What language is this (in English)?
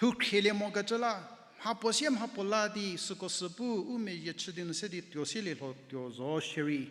Angami Naga